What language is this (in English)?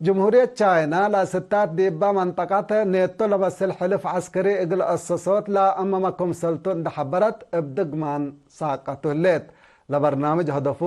Tigre